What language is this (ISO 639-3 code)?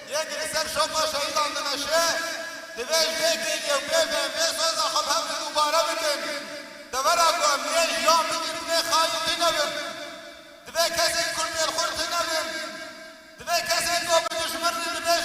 kur